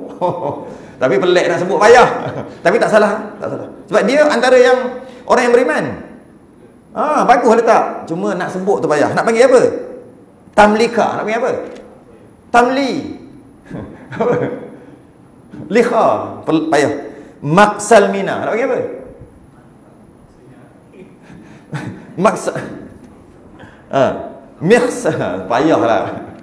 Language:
Malay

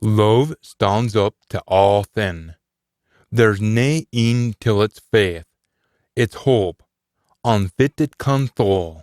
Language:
Scots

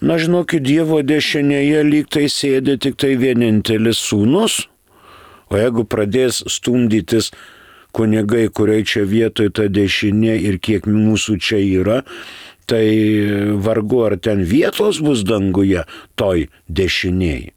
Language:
Lithuanian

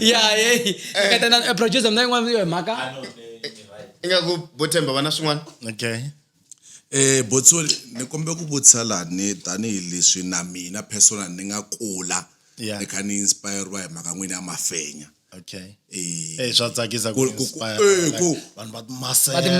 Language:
Tsonga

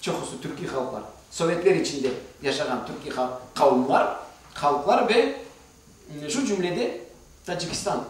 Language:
Crimean Tatar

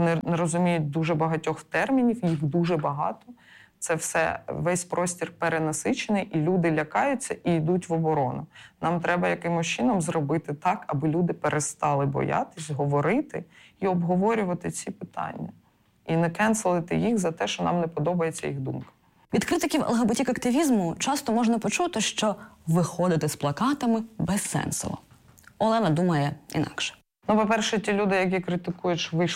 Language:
Ukrainian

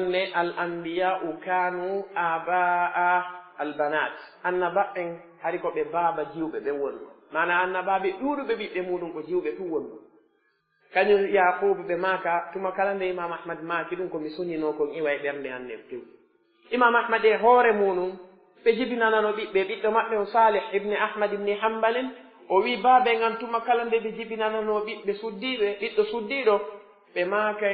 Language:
Pular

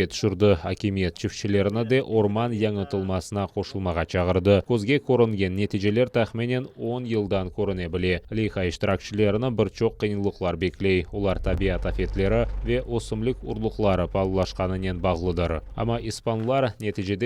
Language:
Crimean Tatar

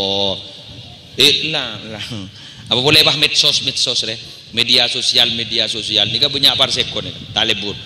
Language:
Madurese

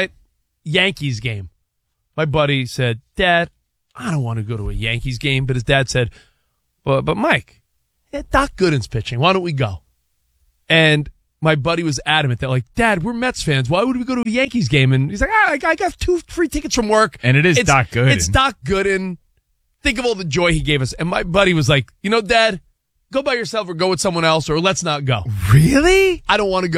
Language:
English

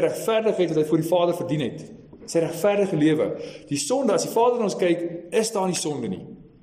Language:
Afrikaans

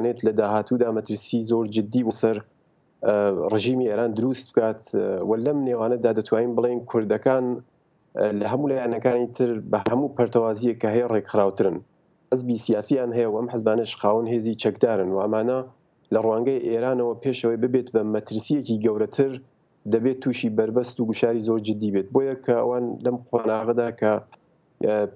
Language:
Central Kurdish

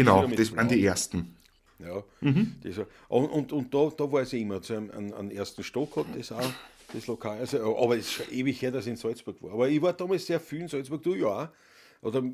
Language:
Bavarian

